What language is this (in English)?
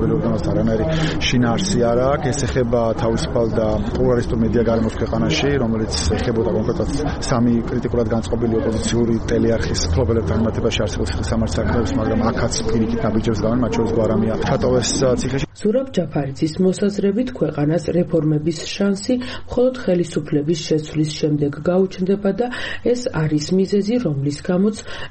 Georgian